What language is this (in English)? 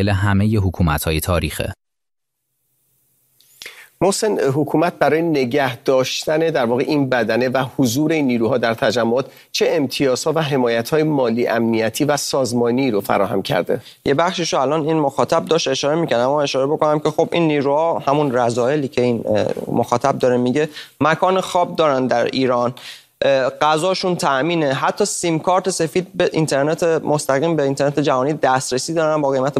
Persian